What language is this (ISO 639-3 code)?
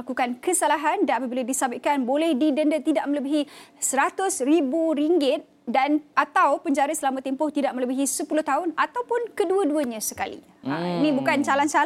msa